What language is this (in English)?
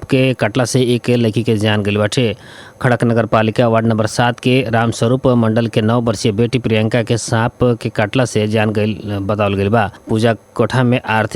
Bhojpuri